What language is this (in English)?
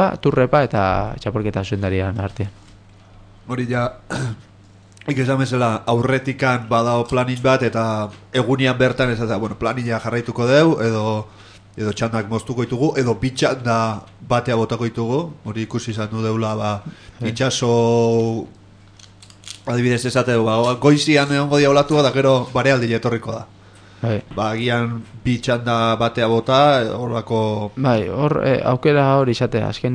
Basque